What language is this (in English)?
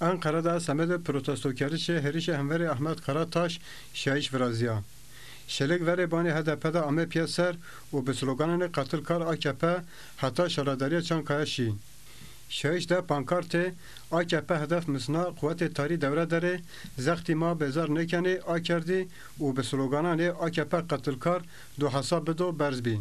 Zaza